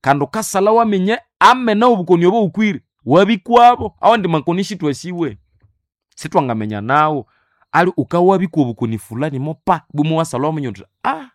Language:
Nande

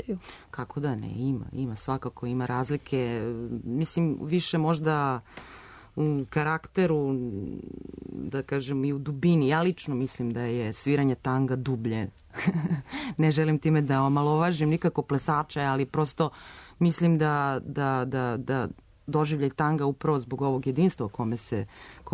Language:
Serbian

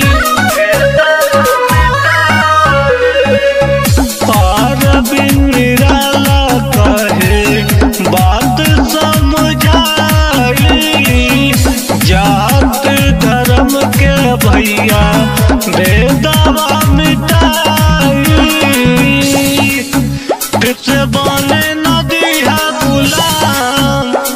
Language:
Bhojpuri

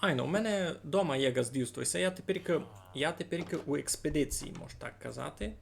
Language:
Rusyn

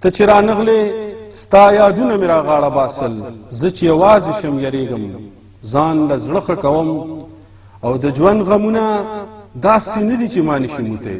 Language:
Pashto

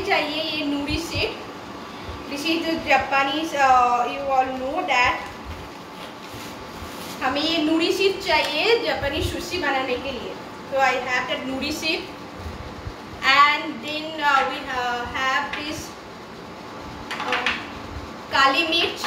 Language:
Hindi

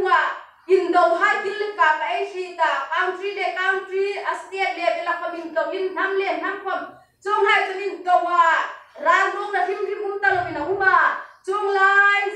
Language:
Hmar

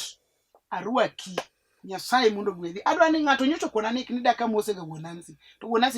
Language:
Luo (Kenya and Tanzania)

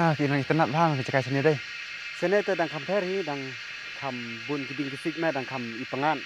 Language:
Khasi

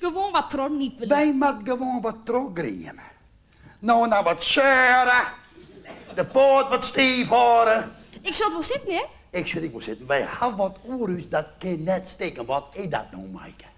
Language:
Western Frisian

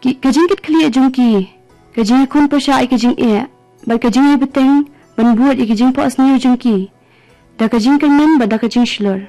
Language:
Khasi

